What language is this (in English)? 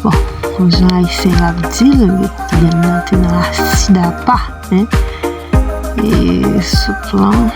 Haitian Creole